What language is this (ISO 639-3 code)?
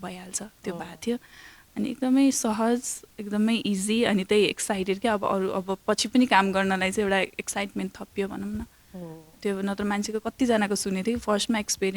nep